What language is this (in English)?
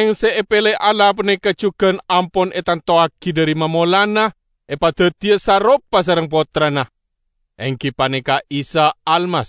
Madurese